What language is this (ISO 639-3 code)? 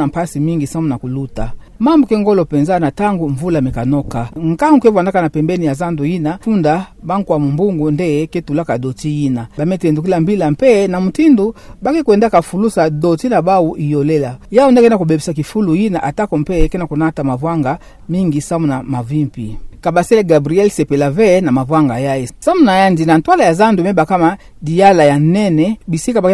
ktu